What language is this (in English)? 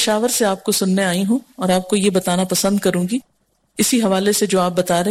Urdu